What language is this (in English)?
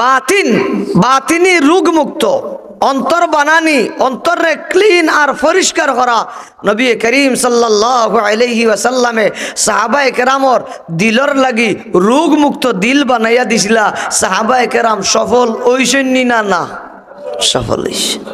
Sylheti